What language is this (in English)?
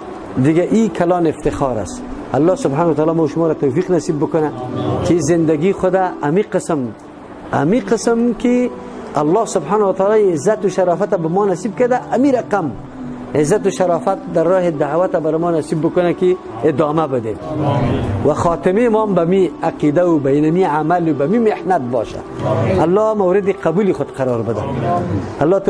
Persian